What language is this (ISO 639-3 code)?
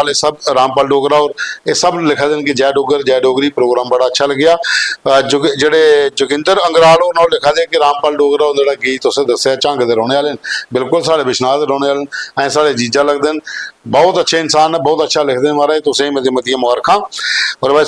doi